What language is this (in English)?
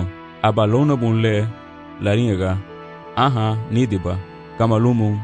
Garifuna